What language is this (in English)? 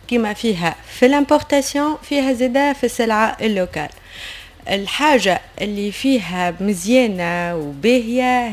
Tunisian Arabic